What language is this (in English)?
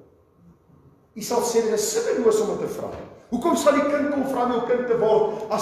Afrikaans